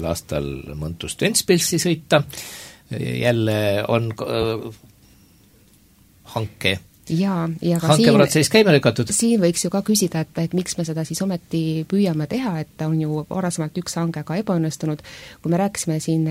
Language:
Estonian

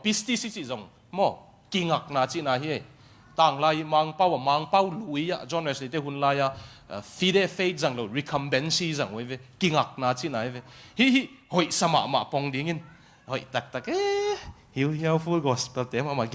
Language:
Tedim Chin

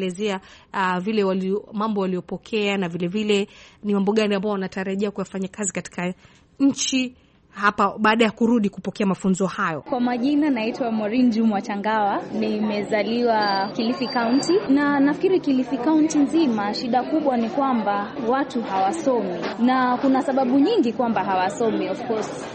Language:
Swahili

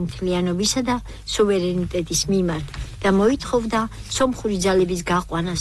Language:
Georgian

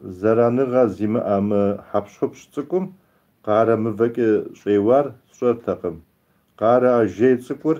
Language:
Kabardian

